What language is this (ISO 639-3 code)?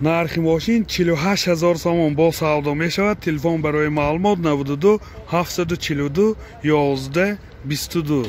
tgk